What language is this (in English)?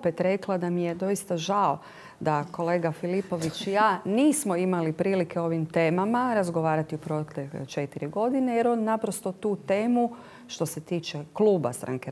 Croatian